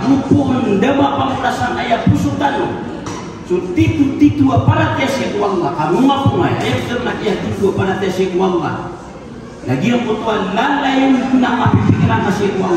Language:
Maranao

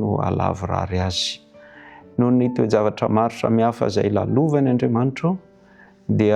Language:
Malagasy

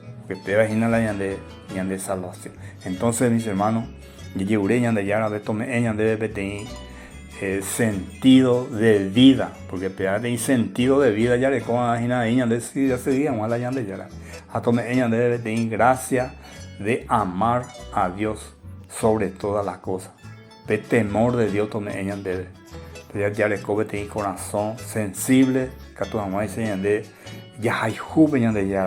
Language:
Guarani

